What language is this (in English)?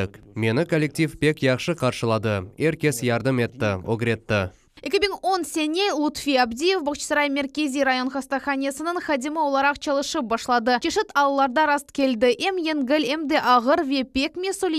Crimean Tatar